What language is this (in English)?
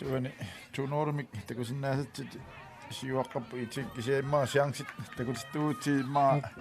Kalaallisut